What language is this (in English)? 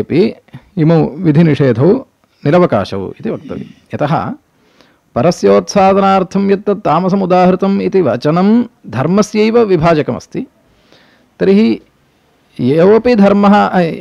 Sanskrit